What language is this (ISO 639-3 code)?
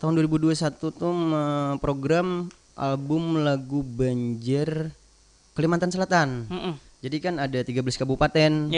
bjn